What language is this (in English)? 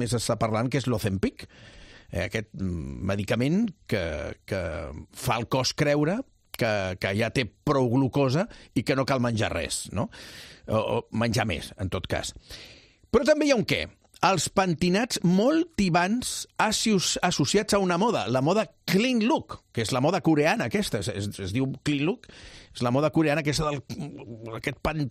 Catalan